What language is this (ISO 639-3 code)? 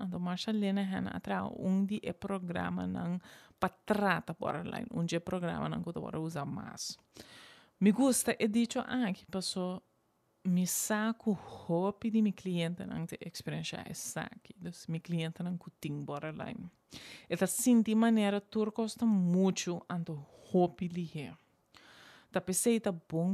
pap